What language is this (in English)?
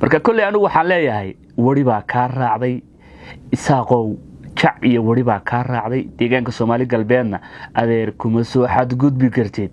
Somali